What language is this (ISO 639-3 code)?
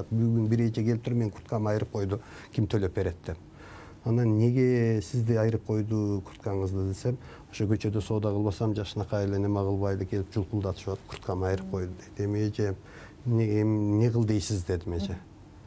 kir